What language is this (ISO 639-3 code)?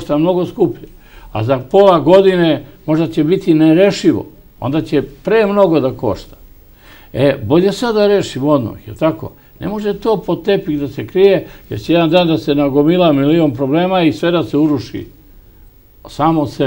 srp